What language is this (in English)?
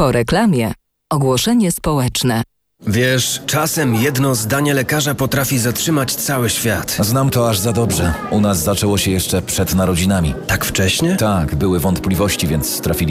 Polish